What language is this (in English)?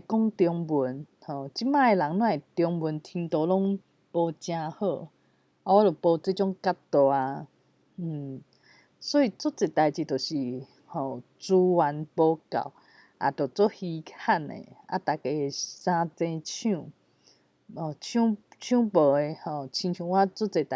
Min Nan Chinese